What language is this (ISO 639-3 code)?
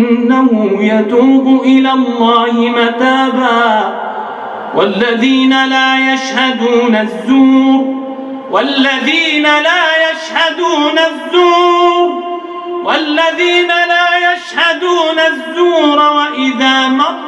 ara